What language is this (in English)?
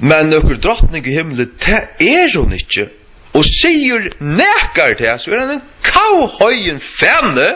Faroese